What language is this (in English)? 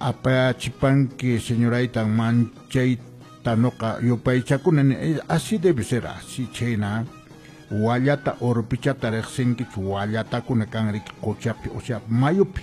Quechua